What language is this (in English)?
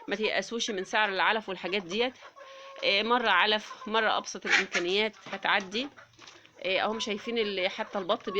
Egyptian Arabic